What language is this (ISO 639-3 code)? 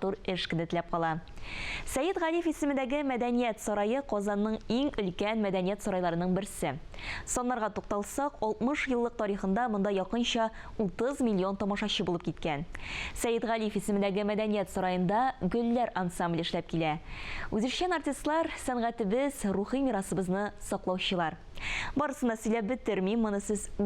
tat